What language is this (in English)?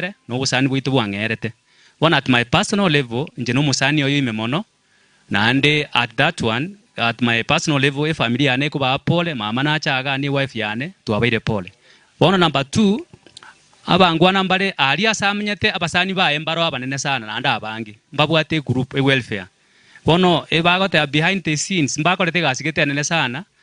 Gusii